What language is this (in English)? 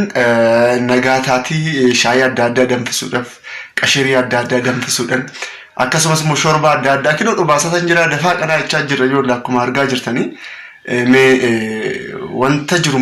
Oromo